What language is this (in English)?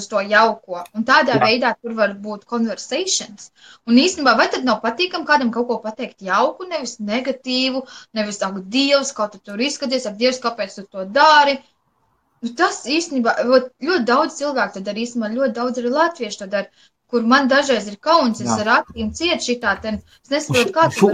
Latvian